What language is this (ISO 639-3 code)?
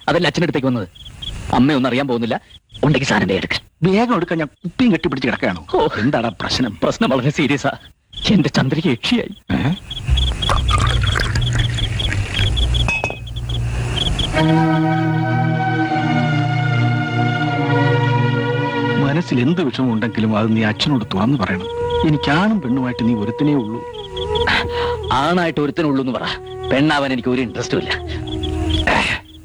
mal